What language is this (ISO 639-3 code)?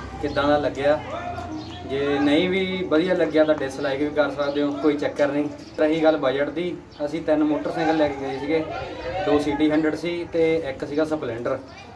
pan